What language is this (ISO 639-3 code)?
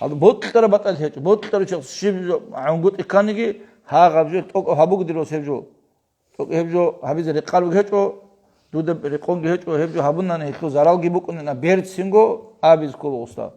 ava